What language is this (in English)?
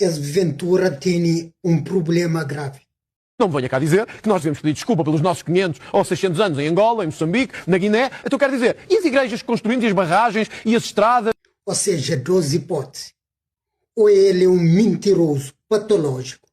Kabuverdianu